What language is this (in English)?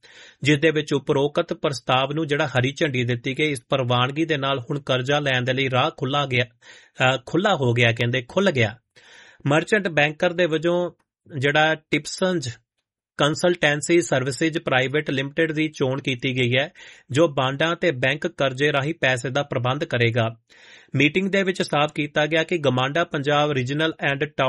Punjabi